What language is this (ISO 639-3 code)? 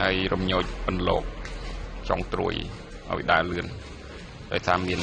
khm